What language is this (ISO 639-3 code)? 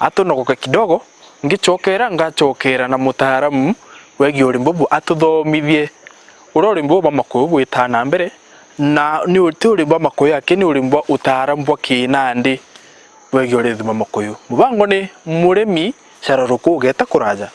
mer